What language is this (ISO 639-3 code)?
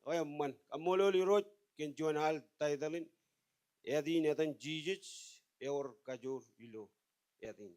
mah